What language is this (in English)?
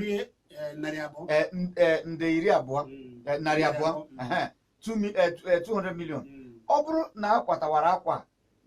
Igbo